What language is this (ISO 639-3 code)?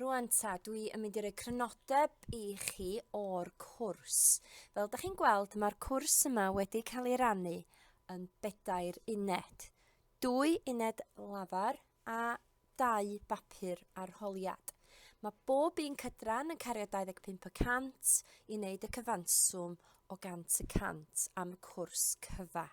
cym